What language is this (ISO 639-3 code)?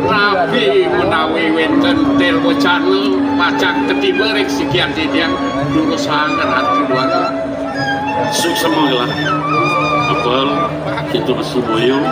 ban